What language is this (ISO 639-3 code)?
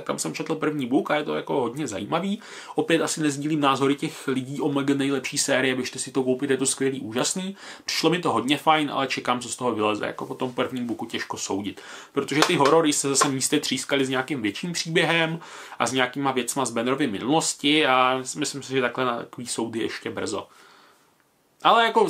ces